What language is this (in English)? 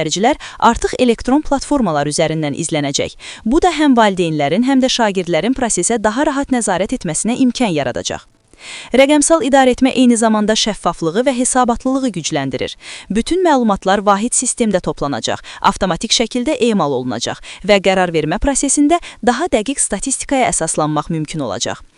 Azerbaijani